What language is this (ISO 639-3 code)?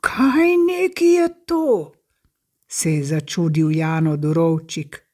slv